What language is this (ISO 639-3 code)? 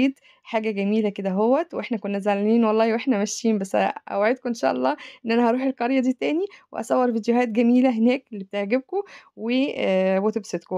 arz